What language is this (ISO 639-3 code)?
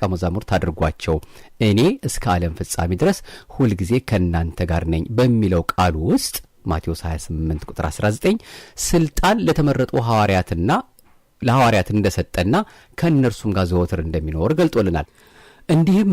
amh